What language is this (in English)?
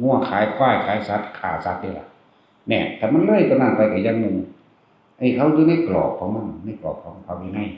Northeastern Thai